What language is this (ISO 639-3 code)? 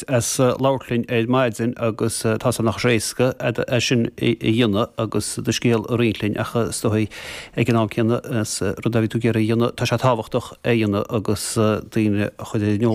gle